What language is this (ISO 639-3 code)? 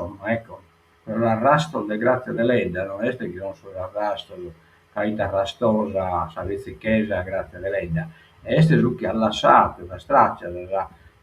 srd